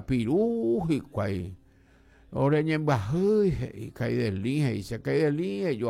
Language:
Guarani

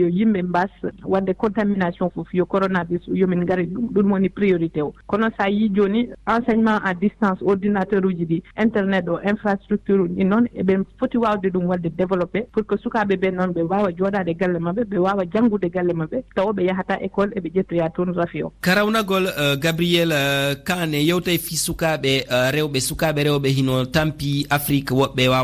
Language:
Fula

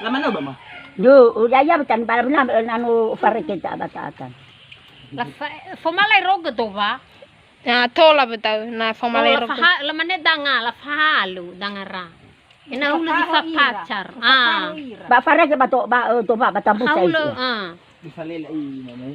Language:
Nias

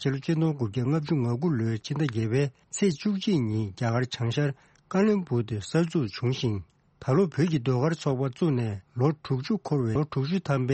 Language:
Tibetan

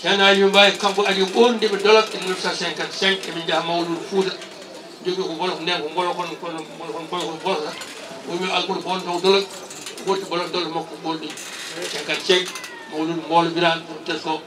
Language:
Fula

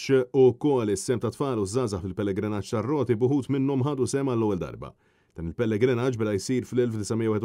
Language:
Maltese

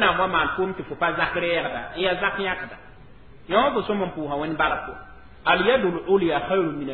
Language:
Mossi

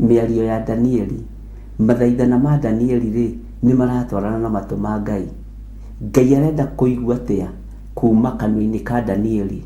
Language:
Kikuyu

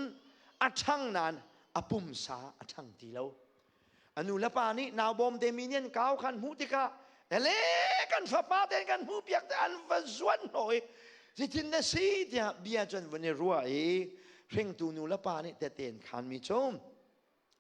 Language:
Hakha Chin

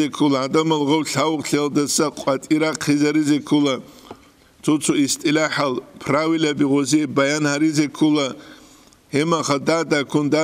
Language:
Avaric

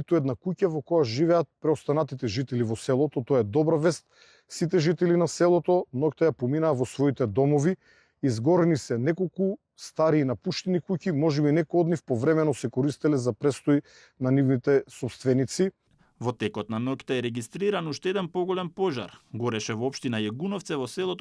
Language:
Macedonian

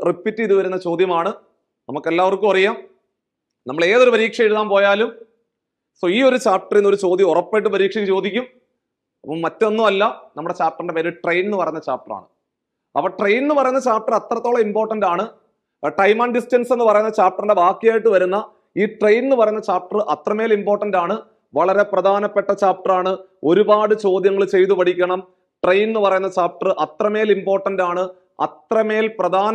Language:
Malayalam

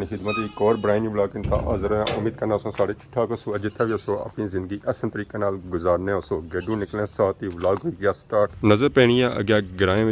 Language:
Pahari-Potwari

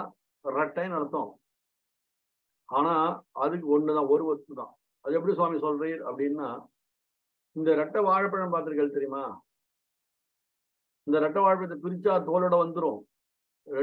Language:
Tamil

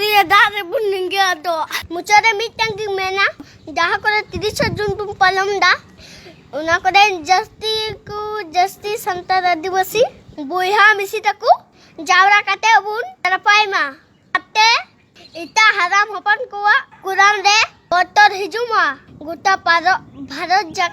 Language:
Santali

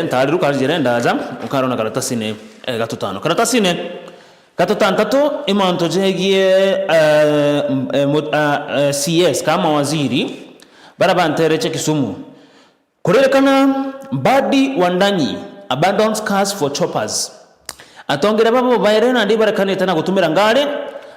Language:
Meru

